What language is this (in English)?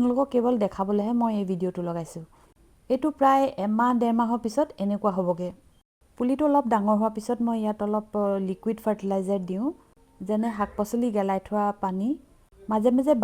Assamese